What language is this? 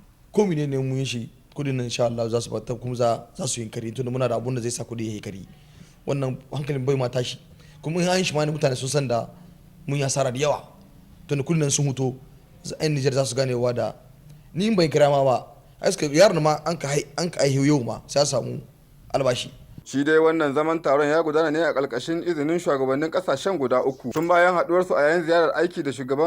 Hausa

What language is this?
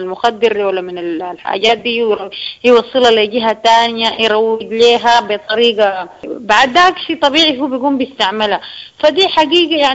Sudanese Arabic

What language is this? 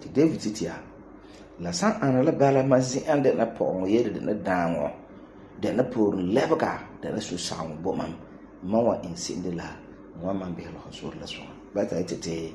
Frafra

